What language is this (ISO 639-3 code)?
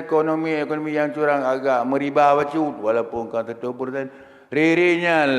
ace